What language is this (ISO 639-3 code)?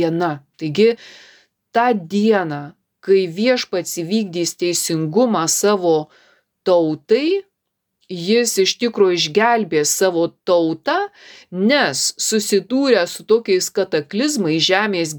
lit